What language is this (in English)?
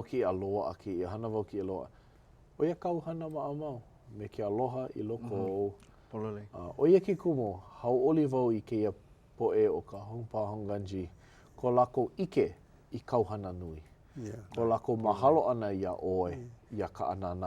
Hawaiian